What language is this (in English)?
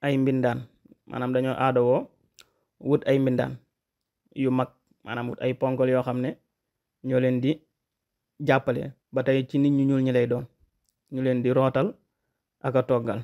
Wolof